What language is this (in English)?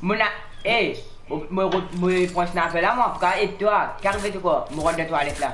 Morisyen